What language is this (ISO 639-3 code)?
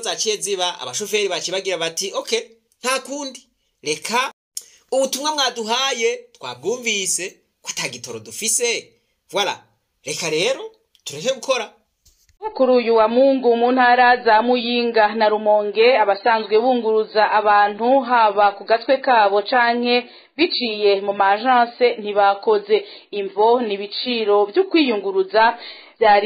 run